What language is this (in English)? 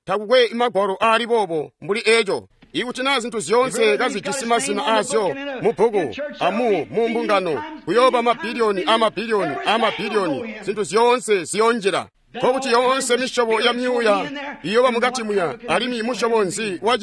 Tonga (Zambia)